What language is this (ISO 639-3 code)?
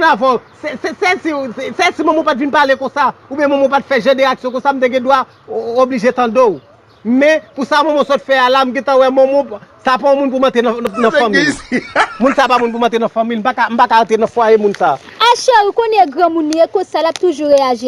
hat